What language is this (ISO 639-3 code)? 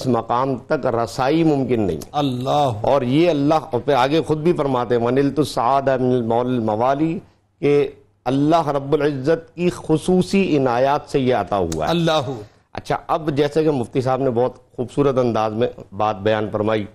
urd